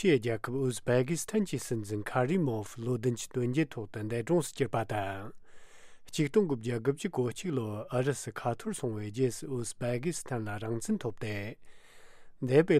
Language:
Tibetan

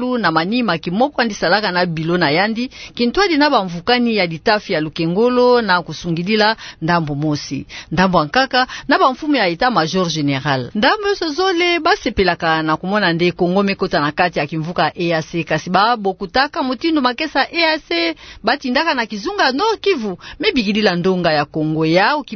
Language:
Kituba (Democratic Republic of Congo)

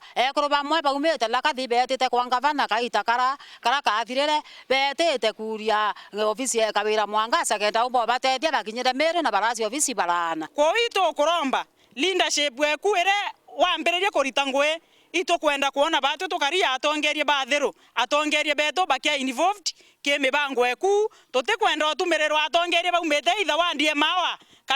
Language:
Meru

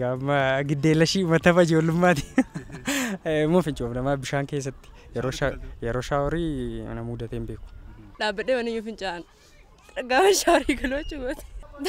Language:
Oromo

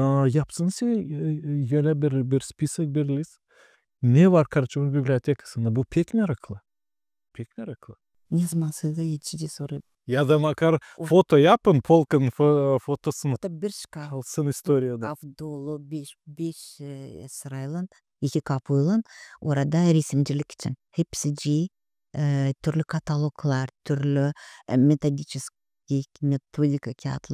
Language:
Gagauz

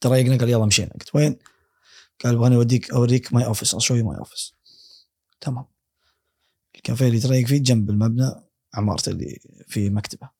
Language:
Gulf Arabic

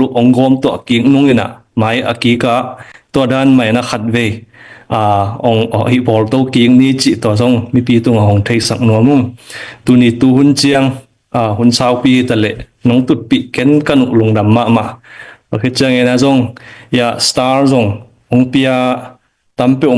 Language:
Tedim Chin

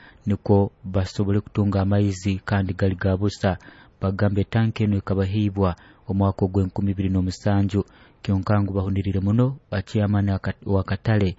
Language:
Nyoro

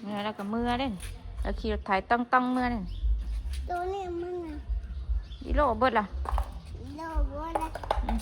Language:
Northeastern Thai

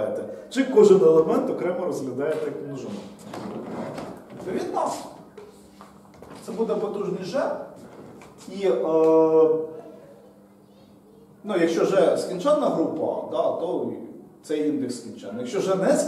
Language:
Ukrainian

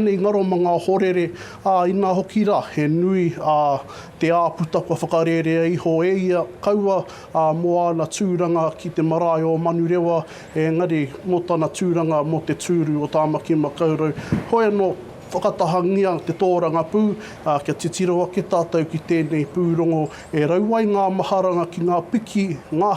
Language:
Māori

